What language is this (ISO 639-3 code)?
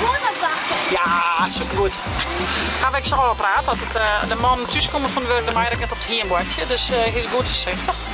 fry